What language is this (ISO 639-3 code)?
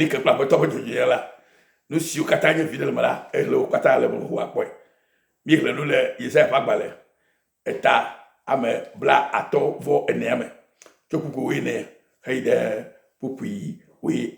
ewe